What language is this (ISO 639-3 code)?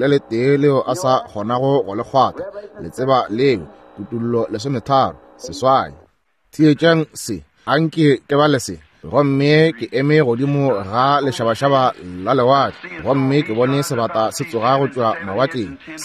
nso